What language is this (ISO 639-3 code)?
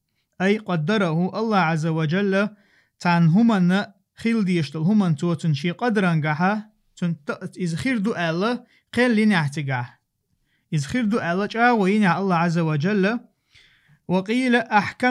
che